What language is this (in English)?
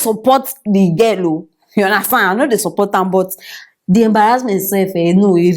Nigerian Pidgin